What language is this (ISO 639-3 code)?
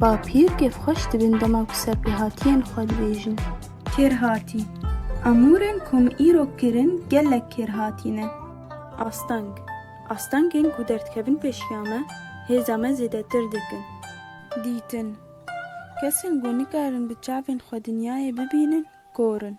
kur